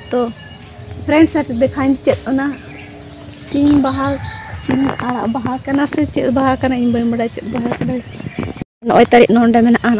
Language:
Santali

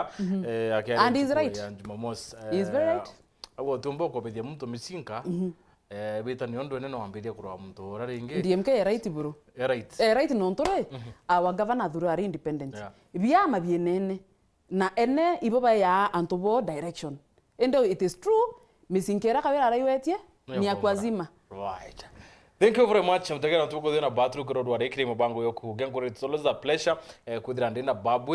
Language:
Meru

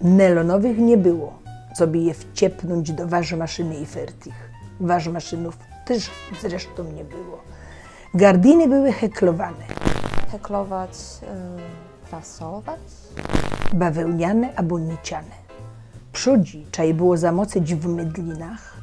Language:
Silesian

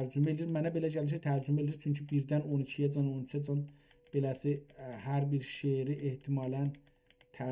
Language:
South Azerbaijani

